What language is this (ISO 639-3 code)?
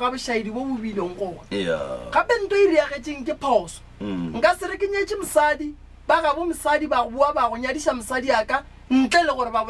nso